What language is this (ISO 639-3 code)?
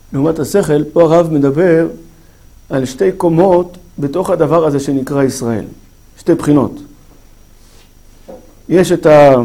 heb